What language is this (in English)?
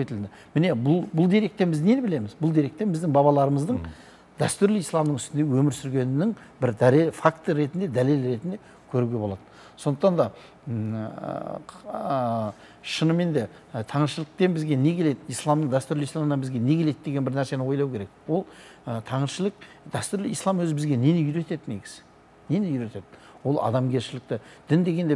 Kazakh